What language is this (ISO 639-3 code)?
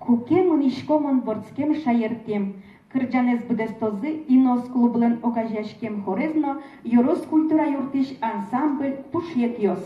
udm